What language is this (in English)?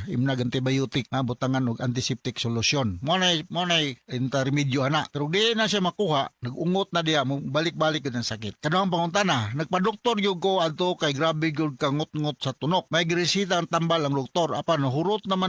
Cebuano